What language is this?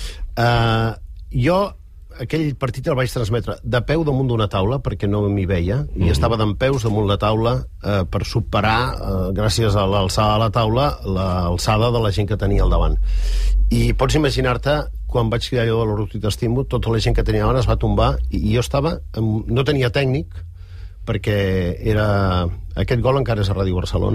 Catalan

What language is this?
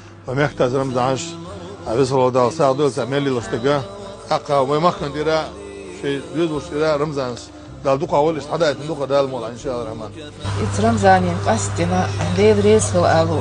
Chechen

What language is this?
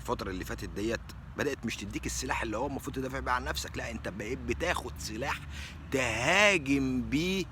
Egyptian Arabic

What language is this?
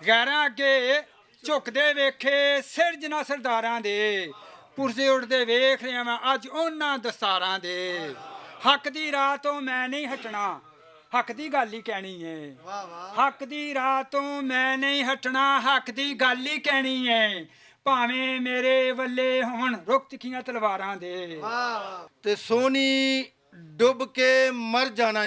Western Panjabi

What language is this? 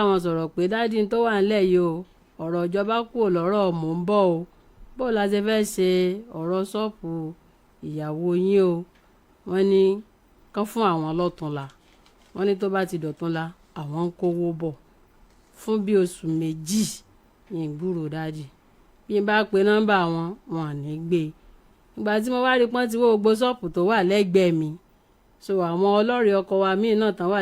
Yoruba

